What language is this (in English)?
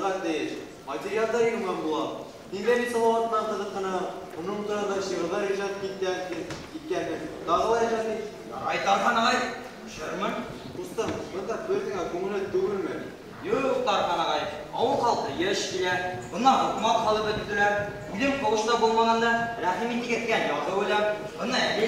Bashkir